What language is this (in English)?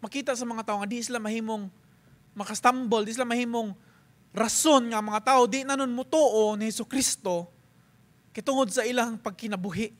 Cebuano